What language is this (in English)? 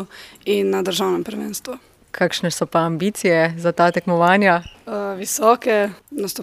Slovenian